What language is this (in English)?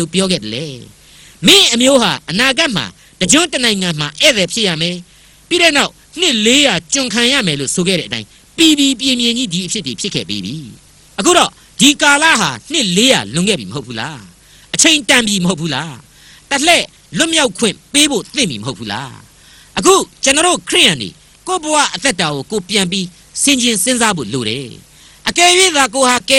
Burmese